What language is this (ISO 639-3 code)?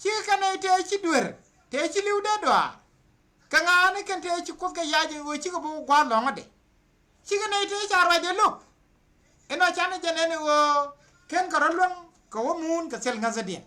nus